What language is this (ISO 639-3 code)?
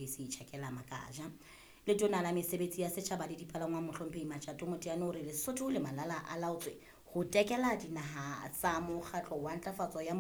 sot